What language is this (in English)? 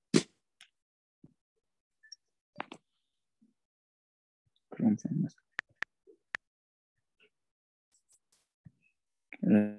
Egyptian Arabic